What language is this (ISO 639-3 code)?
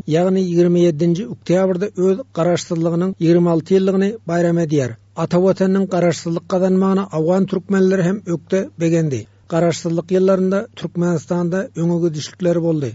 tuk